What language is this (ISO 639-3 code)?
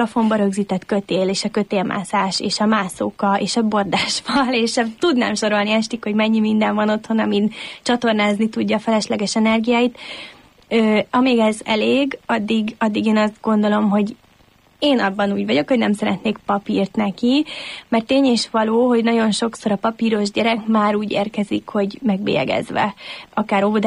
hun